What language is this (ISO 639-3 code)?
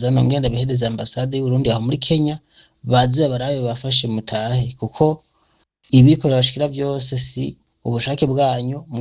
run